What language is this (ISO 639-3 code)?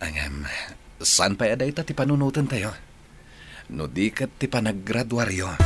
ilo